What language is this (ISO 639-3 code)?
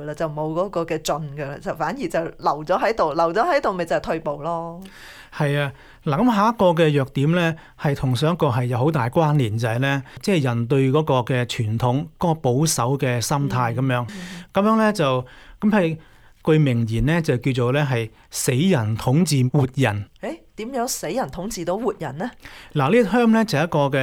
yue